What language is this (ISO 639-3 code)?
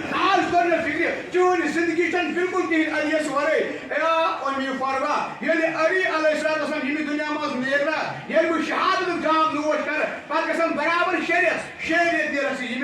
kas